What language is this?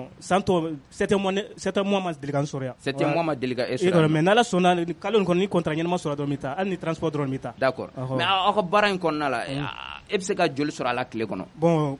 Bambara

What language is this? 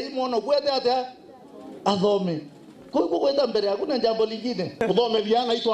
Meru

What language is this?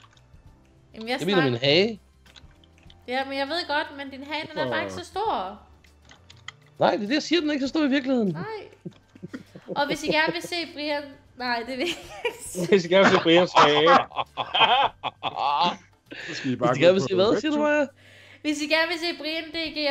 Danish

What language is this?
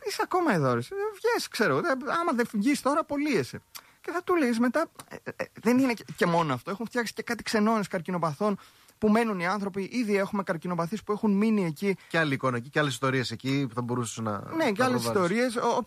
Greek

